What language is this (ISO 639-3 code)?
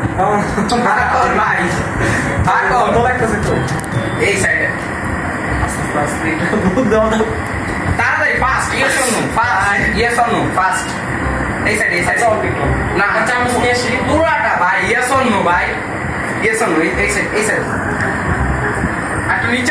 ben